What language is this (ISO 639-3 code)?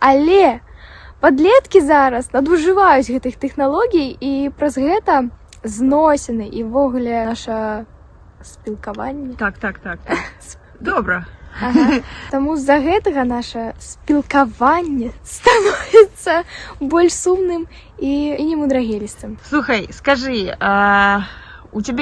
bel